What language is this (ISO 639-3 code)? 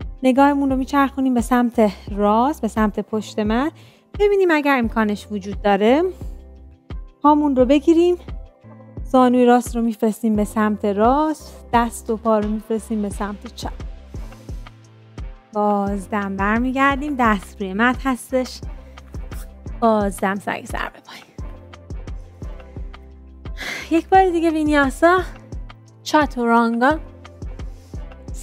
fas